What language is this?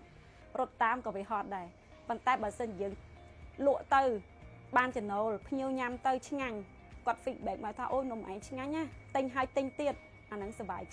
Khmer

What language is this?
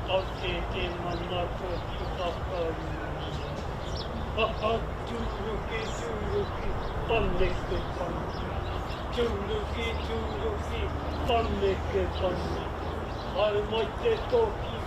Māori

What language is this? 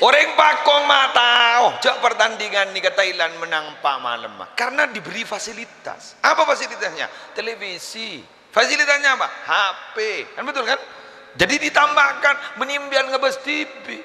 Madurese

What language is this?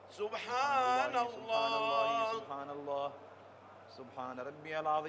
Arabic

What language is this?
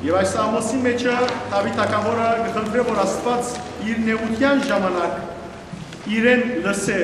Western Armenian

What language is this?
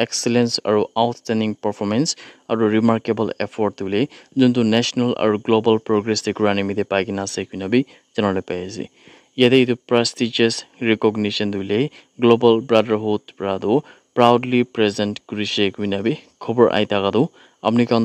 Naga Pidgin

